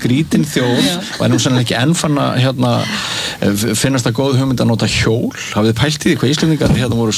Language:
Icelandic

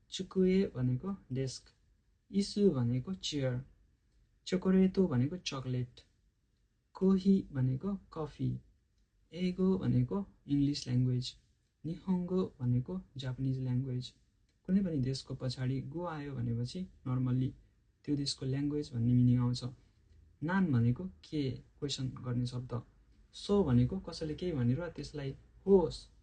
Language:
Nepali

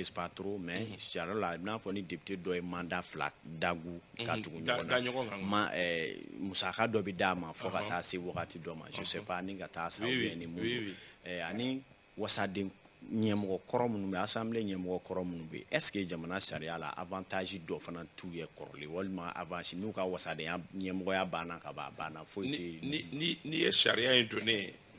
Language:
Bambara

